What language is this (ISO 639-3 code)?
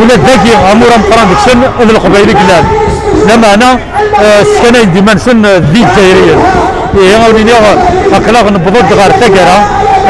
kab